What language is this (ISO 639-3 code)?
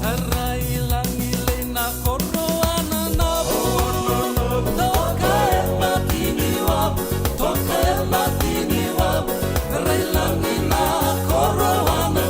fij